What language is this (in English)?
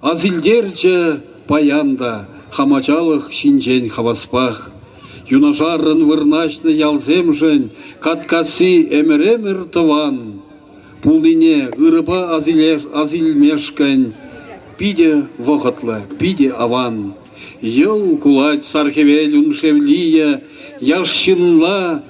Chuvash